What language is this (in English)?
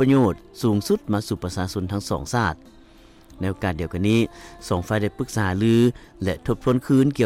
Lao